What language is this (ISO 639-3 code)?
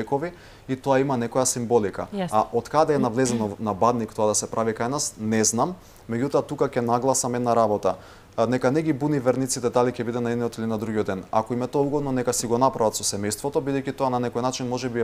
mkd